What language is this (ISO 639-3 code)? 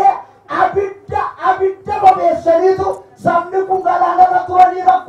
orm